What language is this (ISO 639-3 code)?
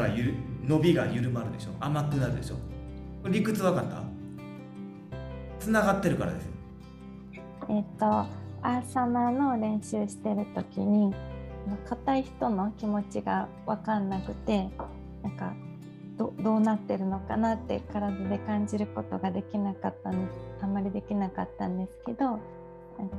jpn